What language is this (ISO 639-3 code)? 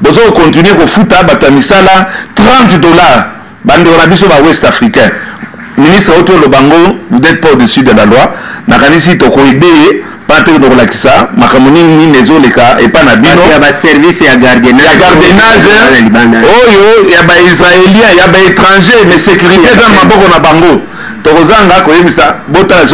lin